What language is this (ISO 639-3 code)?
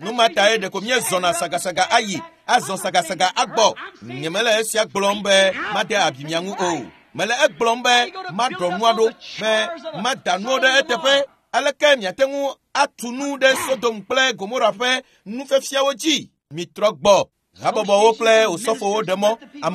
ewe